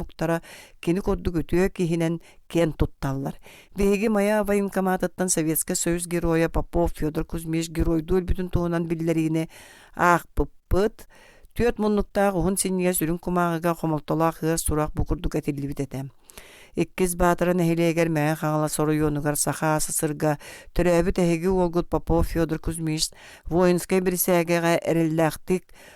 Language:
Yakut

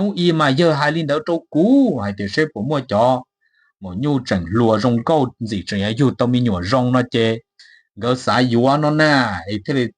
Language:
Hmong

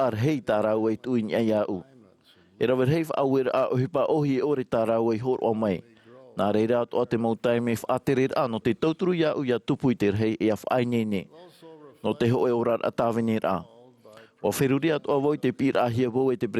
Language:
Tahitian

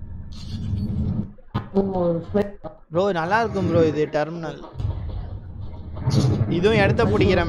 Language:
Tamil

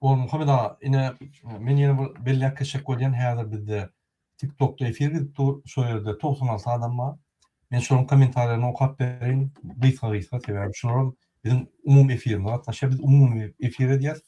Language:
Turkmen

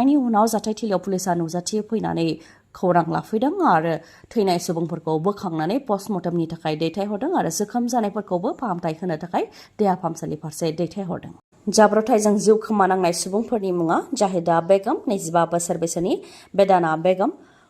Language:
Bodo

